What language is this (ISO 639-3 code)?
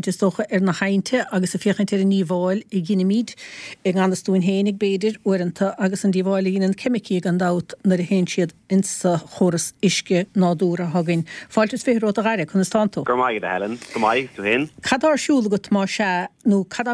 gle